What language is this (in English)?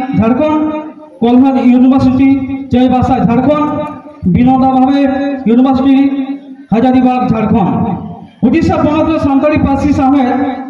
Santali